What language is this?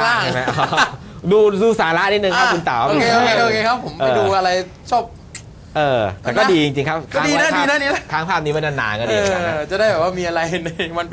Thai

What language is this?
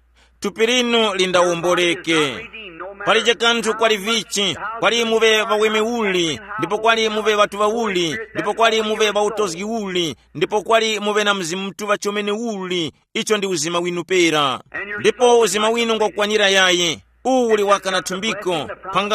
Tumbuka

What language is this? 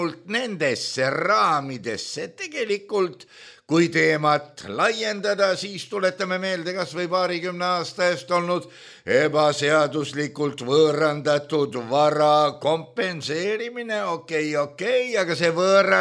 Estonian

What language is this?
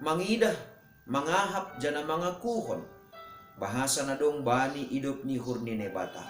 Batak Simalungun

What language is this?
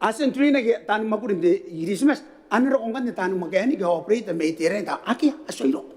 Gilbertese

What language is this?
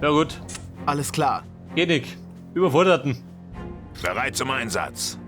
Bavarian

